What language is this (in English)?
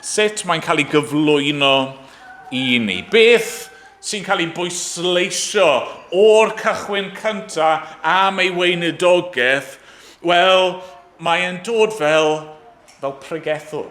Welsh